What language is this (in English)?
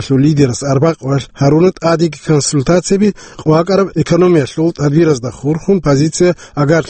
Avaric